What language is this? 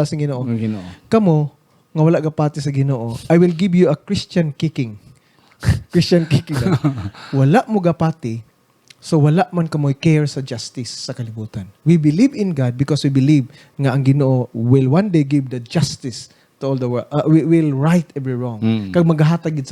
Hiligaynon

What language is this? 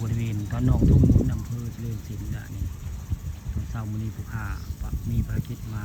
Northeastern Thai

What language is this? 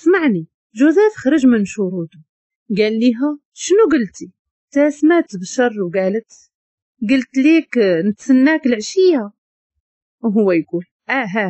Moroccan Arabic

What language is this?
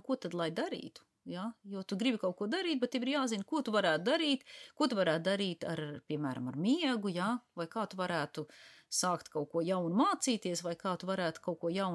Latvian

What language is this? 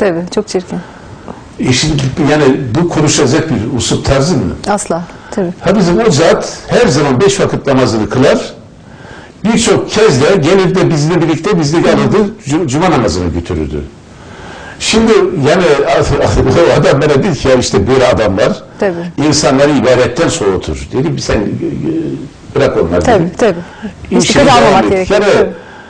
Turkish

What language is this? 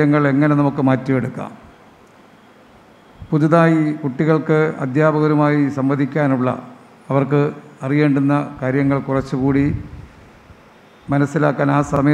Malayalam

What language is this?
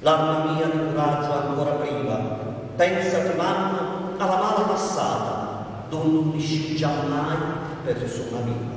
Sicilian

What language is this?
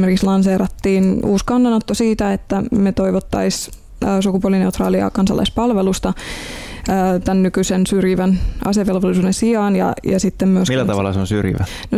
Finnish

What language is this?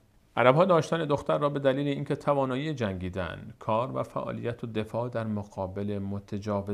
Persian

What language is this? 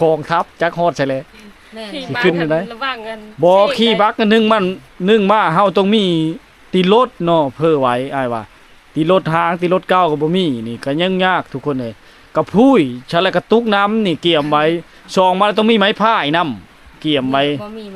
Lao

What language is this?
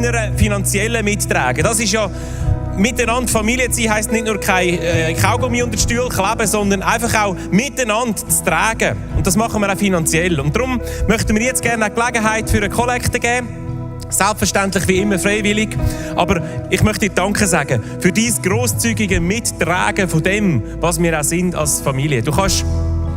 Swiss German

